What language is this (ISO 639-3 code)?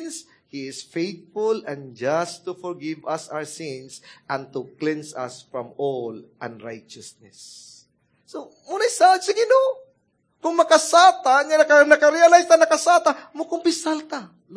ceb